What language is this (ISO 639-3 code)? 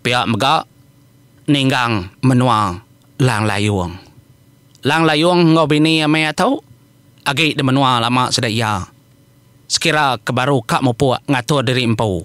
iba